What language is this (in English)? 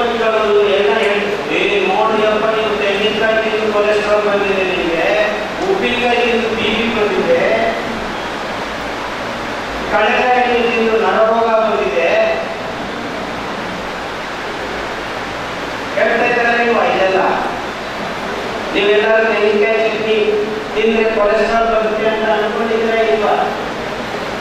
Kannada